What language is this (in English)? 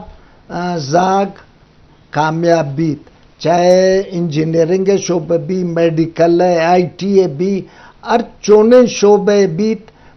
Eastern Balochi